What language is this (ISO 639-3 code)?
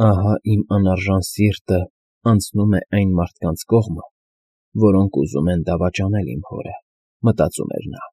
hye